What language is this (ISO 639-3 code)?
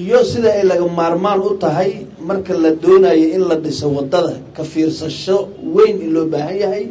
som